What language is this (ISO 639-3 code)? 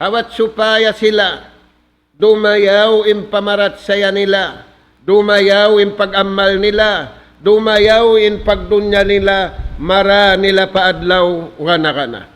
tsg